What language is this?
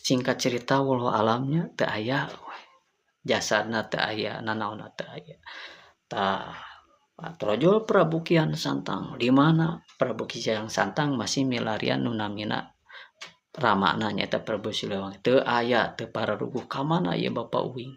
Sundanese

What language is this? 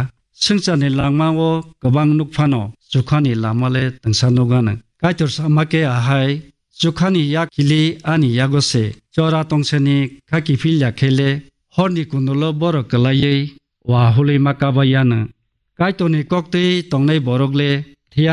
Kok Borok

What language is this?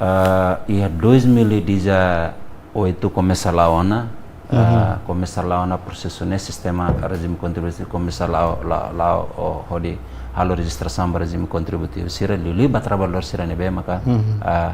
Tetum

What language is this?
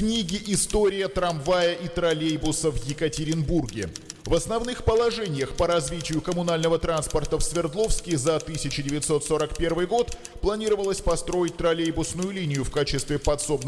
Russian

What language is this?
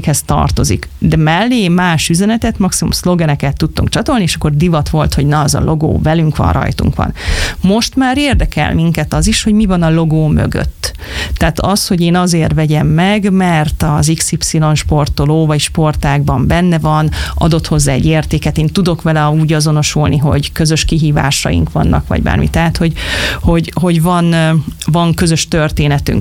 Hungarian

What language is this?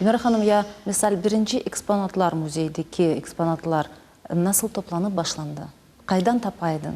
Crimean Tatar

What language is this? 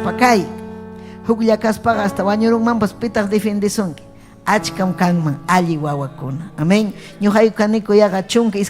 Ayacucho Quechua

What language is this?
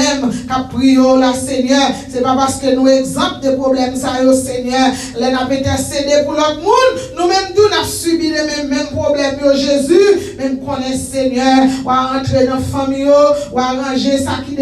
Haitian Creole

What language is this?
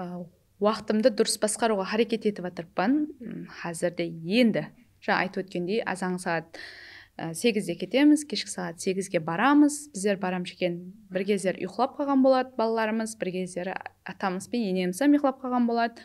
Kara-Kalpak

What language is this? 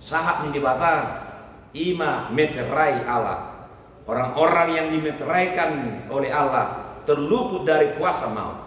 Batak Toba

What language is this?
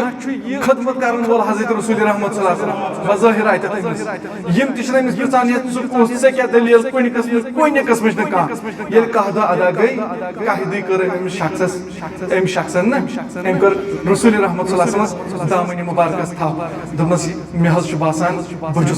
Kashmiri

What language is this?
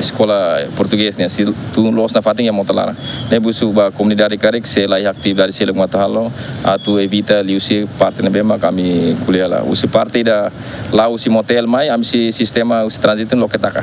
Tetum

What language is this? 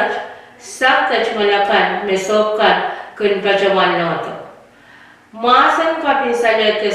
Pohnpeian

